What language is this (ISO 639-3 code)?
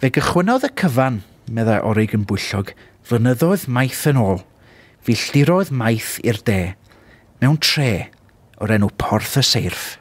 cym